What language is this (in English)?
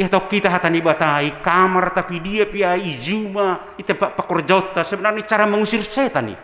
Batak Simalungun